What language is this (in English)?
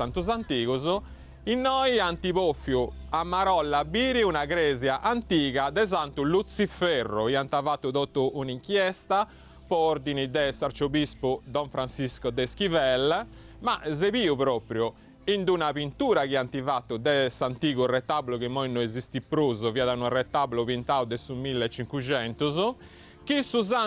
Sardinian